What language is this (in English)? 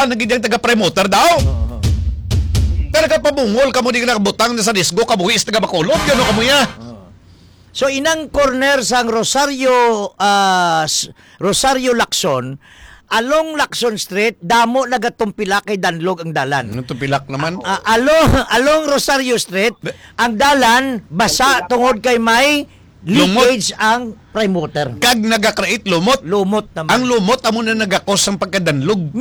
Hiligaynon